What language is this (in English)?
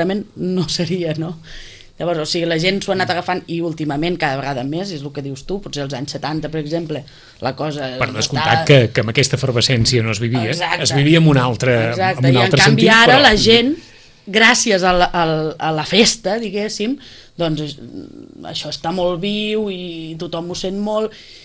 Catalan